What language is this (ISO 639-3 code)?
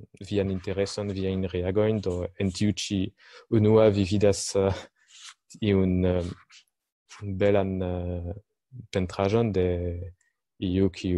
epo